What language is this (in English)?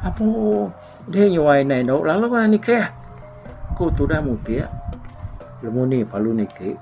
Iban